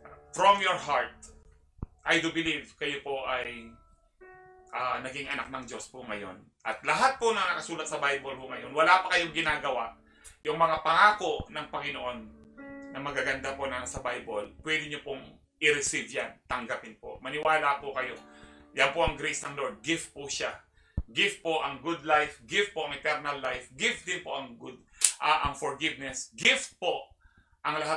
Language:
Filipino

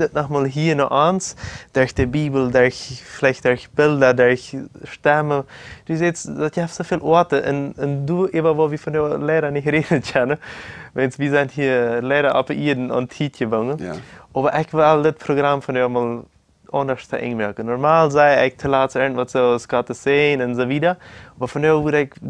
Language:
Plautdietsch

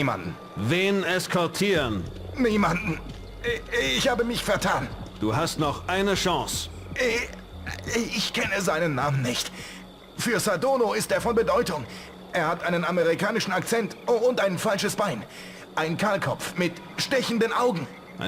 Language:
Bavarian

